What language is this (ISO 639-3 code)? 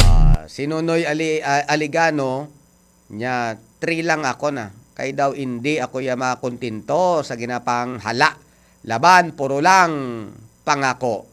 hil